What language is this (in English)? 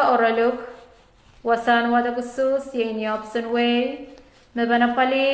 Pohnpeian